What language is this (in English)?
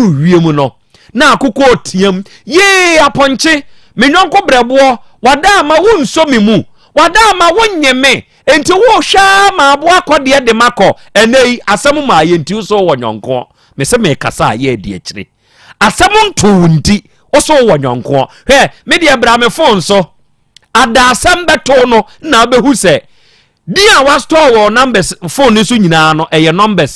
Akan